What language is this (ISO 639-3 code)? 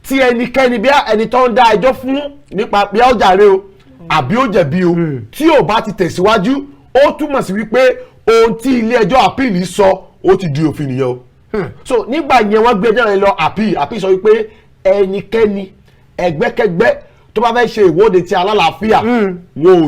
yor